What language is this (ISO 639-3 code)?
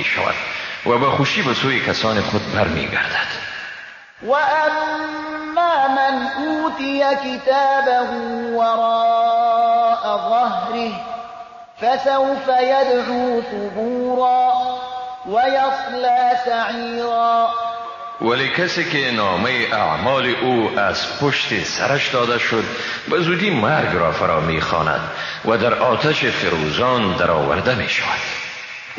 fas